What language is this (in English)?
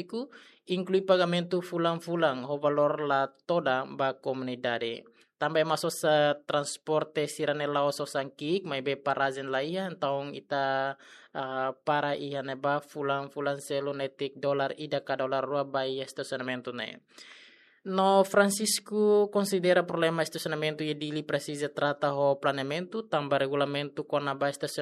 Tetum